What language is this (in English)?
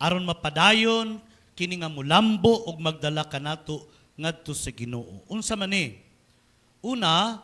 Cebuano